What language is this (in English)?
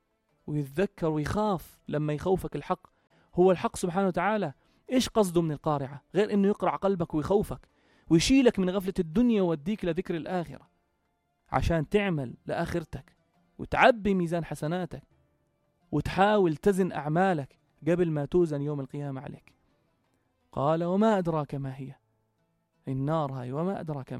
North Levantine Arabic